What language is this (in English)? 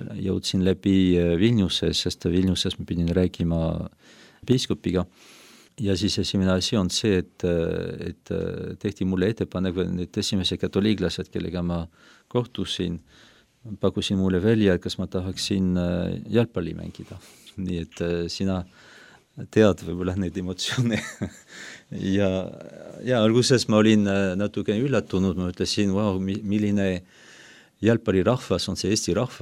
Estonian